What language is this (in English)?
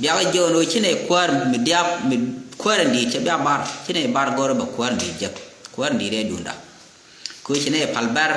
Nuer